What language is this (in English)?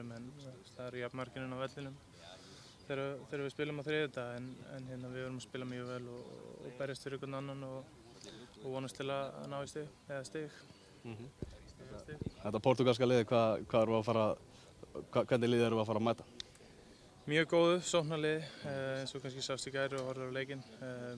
Icelandic